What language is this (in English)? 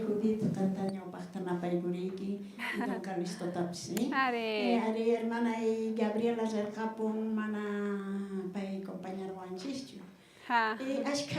South Bolivian Quechua